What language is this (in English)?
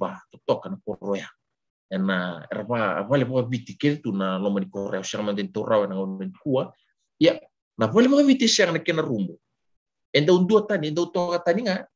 Fijian